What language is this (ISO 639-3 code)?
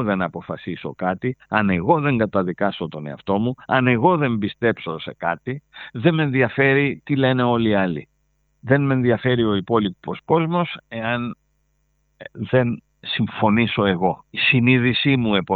ell